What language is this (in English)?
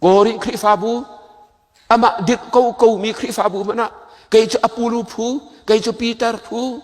Hakha Chin